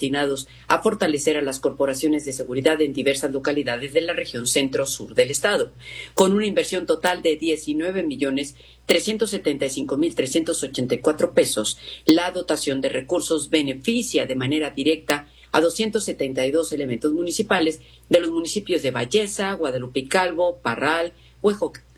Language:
Spanish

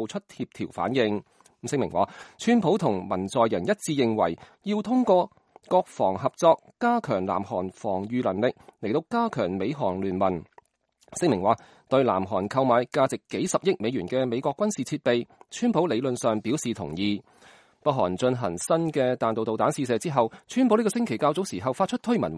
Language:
Cantonese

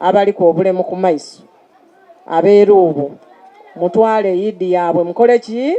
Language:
Soga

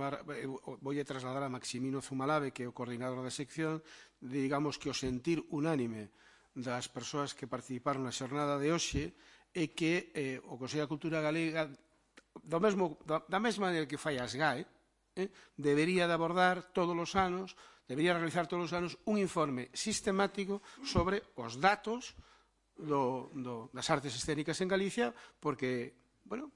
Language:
Galician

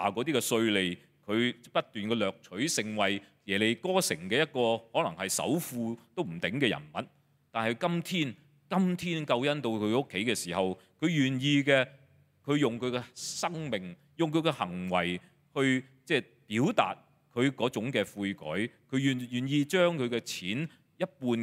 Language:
Cantonese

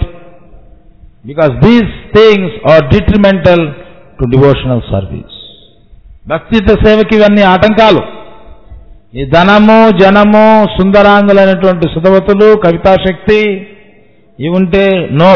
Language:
Telugu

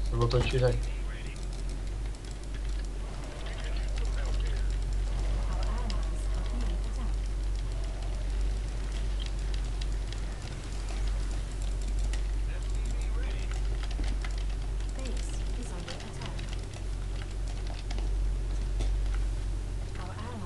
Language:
Czech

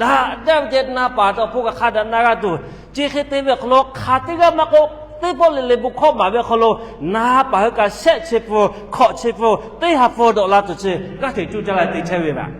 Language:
Lahu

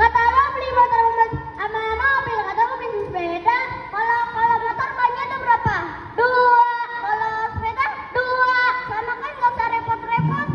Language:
Betawi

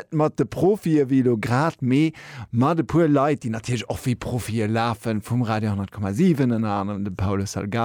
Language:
Luxembourgish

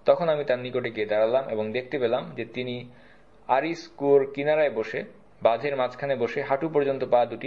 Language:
Bangla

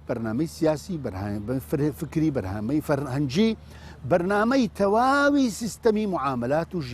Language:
Central Kurdish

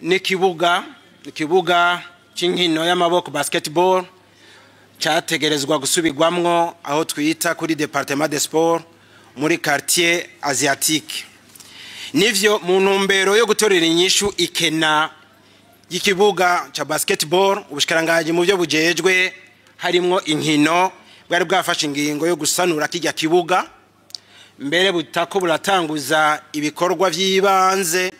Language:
Rundi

